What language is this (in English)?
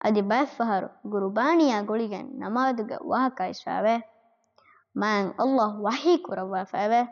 Divehi